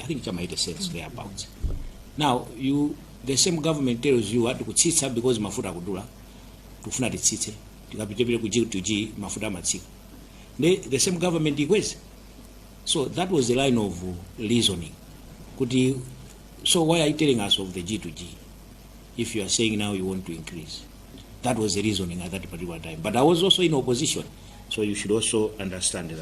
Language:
Nyanja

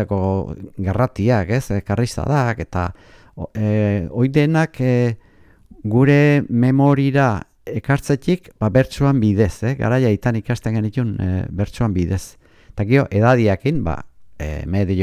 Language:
Basque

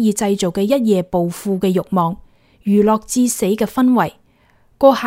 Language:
Cantonese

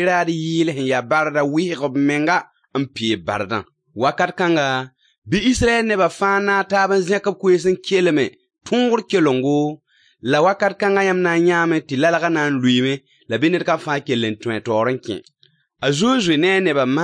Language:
Mossi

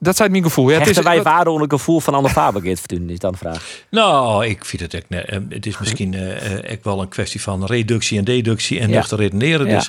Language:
Western Frisian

